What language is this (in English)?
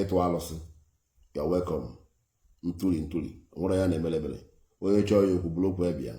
Igbo